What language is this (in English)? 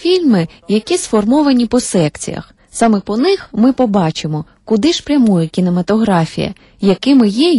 Ukrainian